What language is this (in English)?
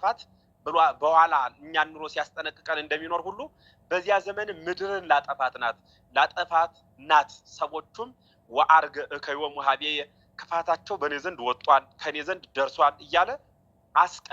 Amharic